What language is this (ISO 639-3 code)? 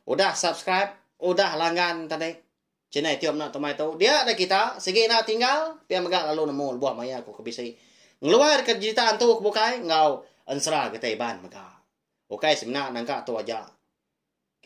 iba